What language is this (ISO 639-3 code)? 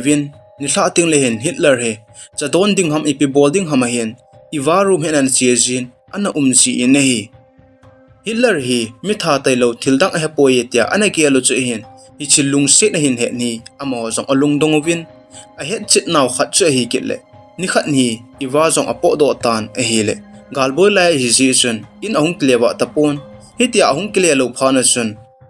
tcz